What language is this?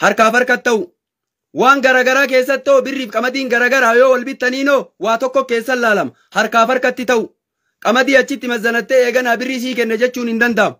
Oromo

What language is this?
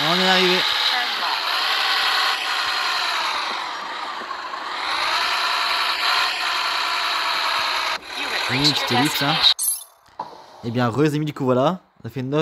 French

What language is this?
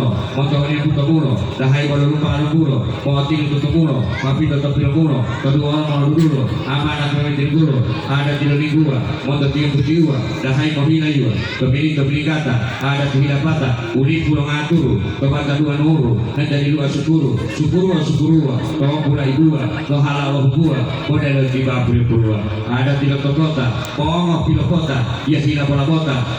Gorontalo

